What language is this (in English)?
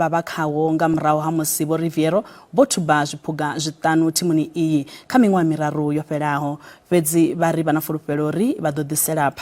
Venda